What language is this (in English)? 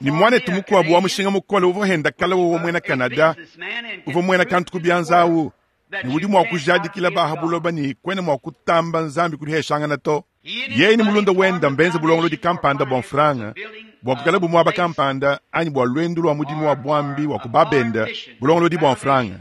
Luba-Lulua